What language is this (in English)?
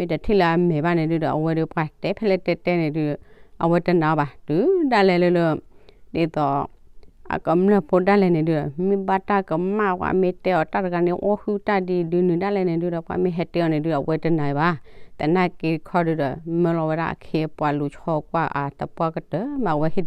S'gaw Karen